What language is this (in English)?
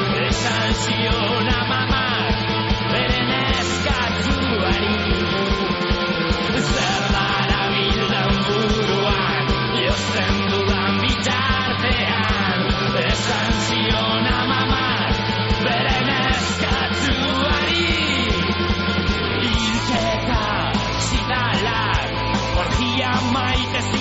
Basque